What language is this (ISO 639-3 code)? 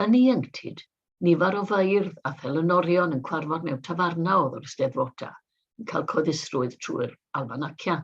cym